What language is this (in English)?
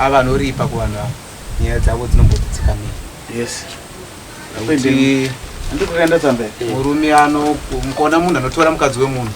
Shona